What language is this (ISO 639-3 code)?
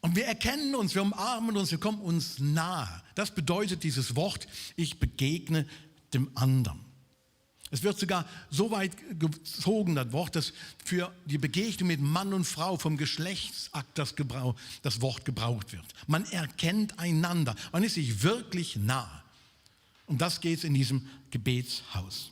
gsw